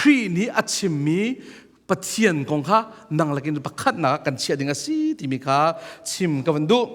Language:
Hakha Chin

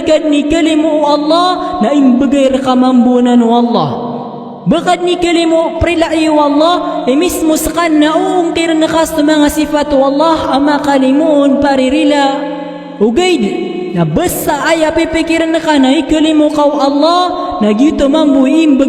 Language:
Maranao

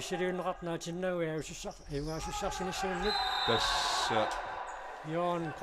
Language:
Kalaallisut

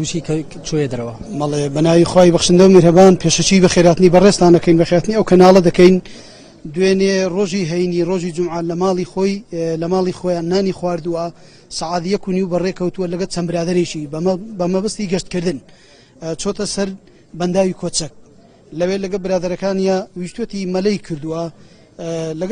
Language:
Central Kurdish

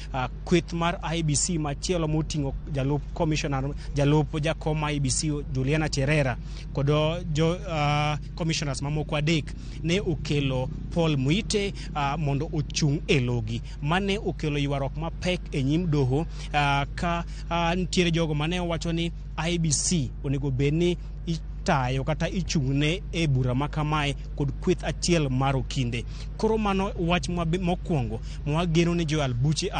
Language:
Luo (Kenya and Tanzania)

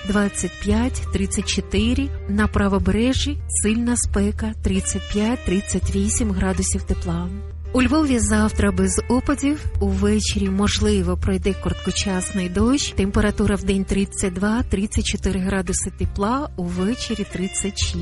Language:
Ukrainian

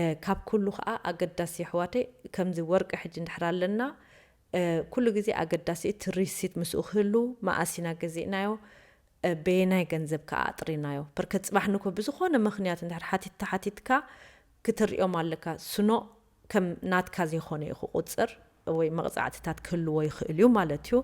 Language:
Tigrinya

